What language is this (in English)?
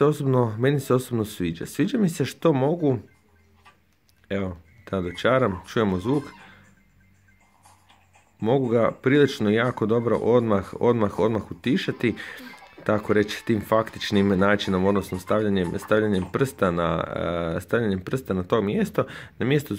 Croatian